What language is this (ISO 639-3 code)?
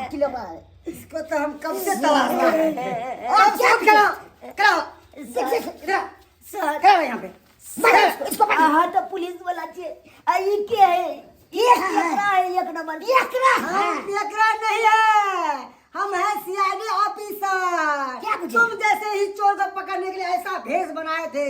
mai